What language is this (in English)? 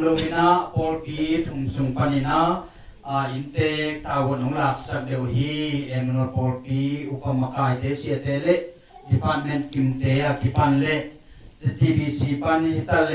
Tedim Chin